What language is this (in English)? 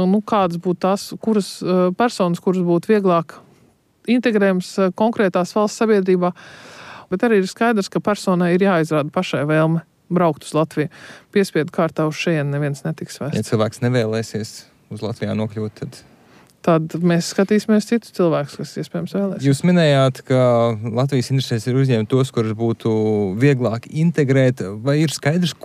Latvian